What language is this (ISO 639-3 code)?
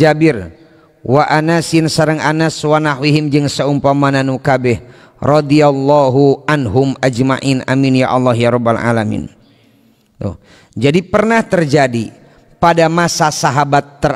sun